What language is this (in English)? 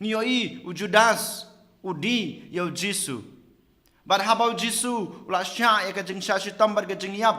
Khasi